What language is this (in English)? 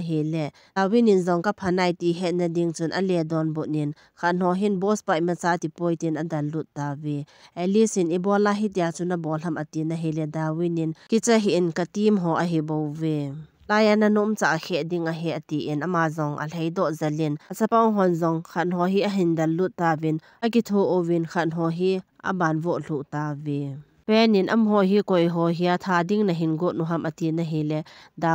Thado Chin